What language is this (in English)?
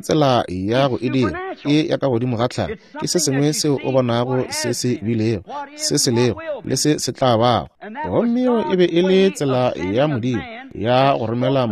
Northern Sotho